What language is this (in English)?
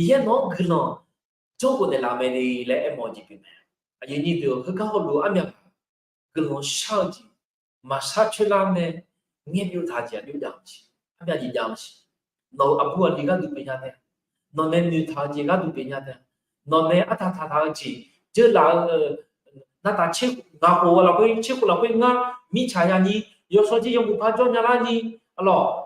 Akha